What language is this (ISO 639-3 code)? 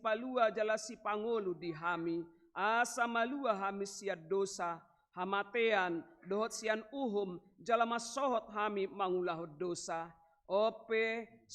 bbc